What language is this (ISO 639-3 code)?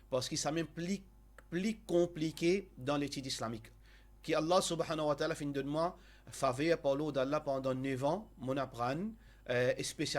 mfe